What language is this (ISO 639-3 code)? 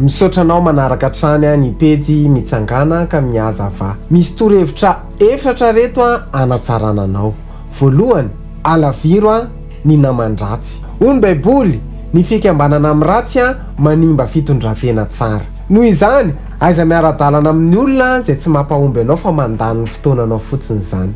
mlg